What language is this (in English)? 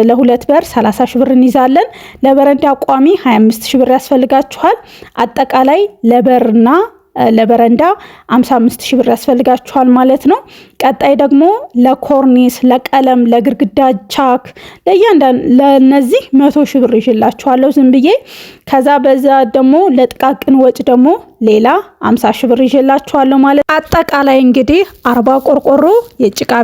Amharic